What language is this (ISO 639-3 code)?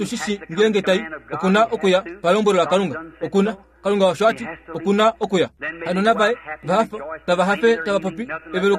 kua